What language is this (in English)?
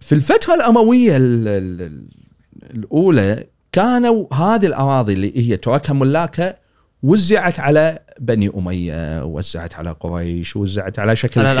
Gulf Arabic